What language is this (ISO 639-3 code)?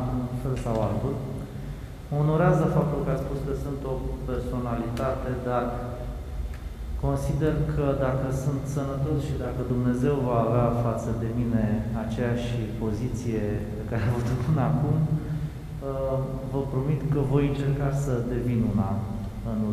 ron